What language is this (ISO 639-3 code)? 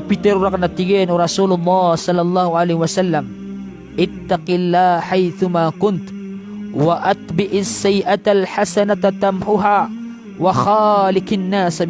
mrw